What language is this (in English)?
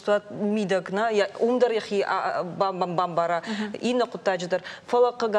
Ossetic